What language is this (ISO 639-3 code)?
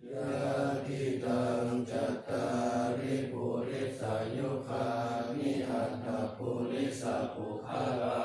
pli